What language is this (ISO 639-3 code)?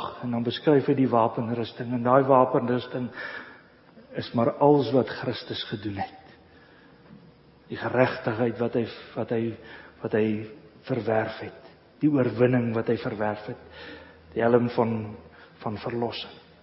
afr